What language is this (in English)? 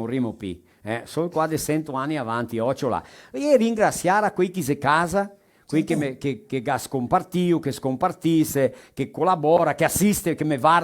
Venetian